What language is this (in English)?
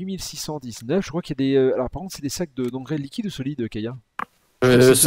French